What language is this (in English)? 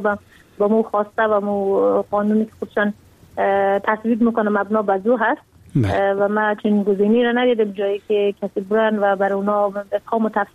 Persian